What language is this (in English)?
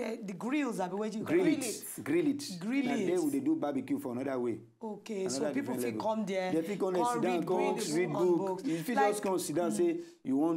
Nigerian Pidgin